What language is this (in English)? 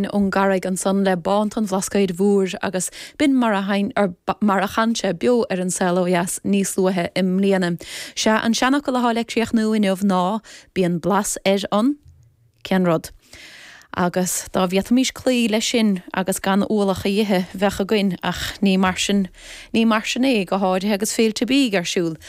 Irish